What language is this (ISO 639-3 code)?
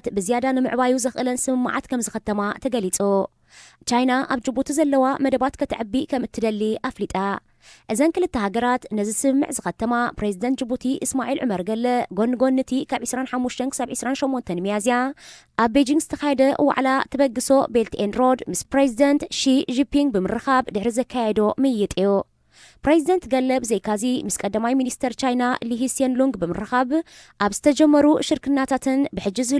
tir